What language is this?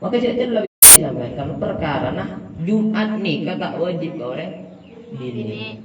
Madurese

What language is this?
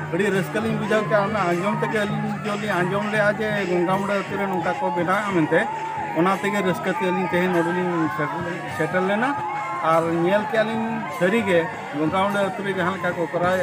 Santali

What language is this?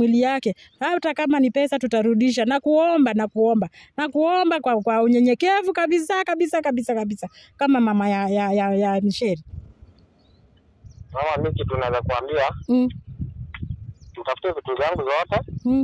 Swahili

